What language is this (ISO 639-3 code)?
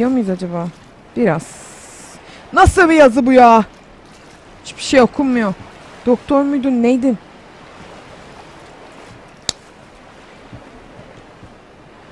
tur